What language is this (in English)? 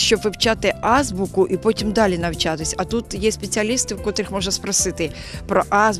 Ukrainian